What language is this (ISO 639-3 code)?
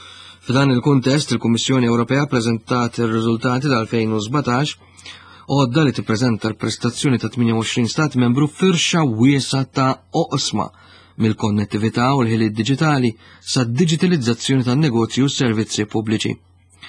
mlt